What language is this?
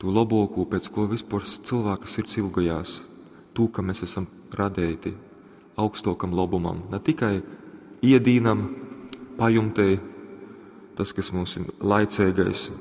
Latgalian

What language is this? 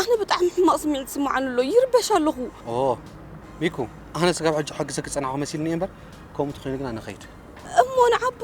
Tigrinya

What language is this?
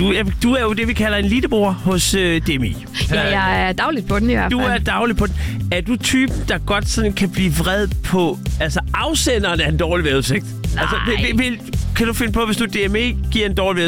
Danish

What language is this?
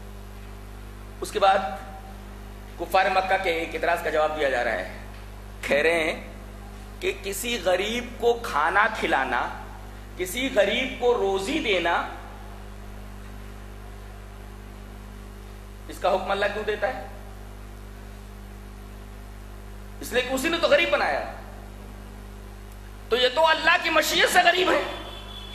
Urdu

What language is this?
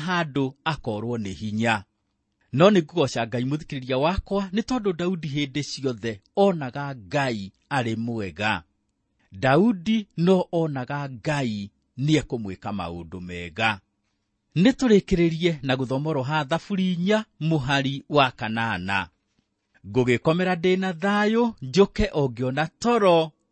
Kikuyu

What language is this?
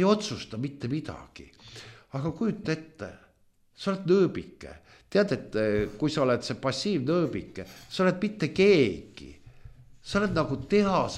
Estonian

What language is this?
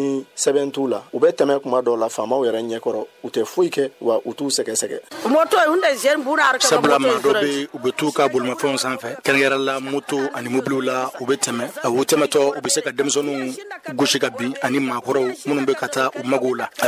Bambara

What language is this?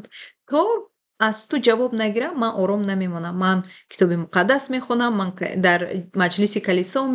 Tajik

